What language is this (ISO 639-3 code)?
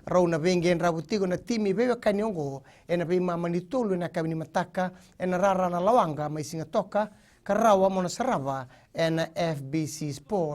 fij